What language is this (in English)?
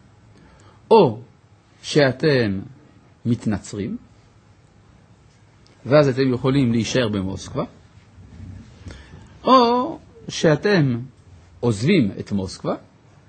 Hebrew